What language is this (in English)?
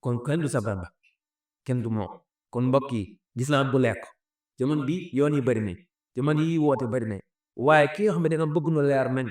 Wolof